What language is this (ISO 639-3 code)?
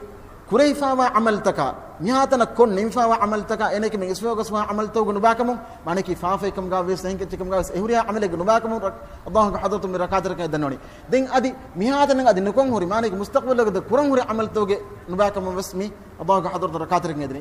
div